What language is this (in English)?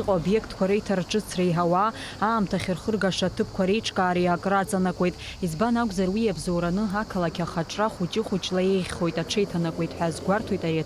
Abkhazian